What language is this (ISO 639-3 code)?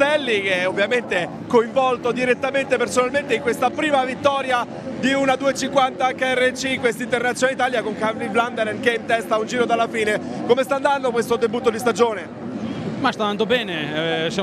ita